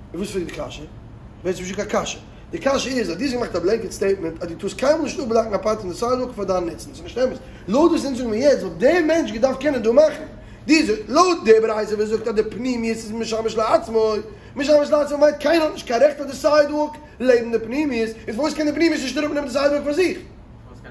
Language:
Yiddish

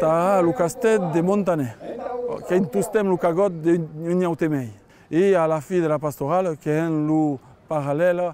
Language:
Occitan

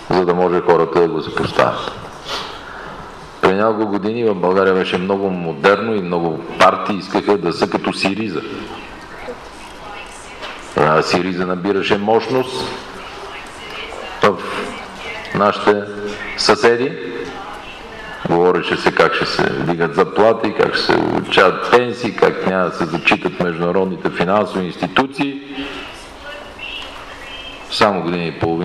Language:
Bulgarian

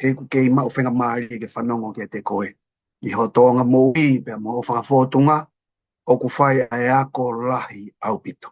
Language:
Tongan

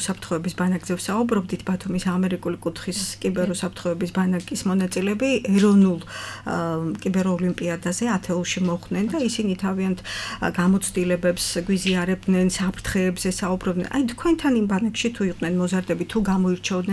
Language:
Georgian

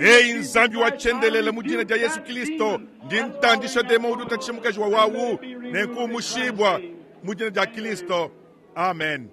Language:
Luba-Lulua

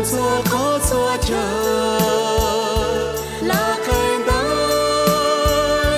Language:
Vietnamese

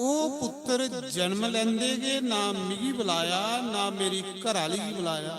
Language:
Dogri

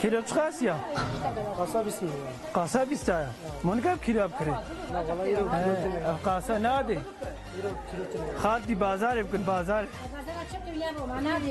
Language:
Kurdish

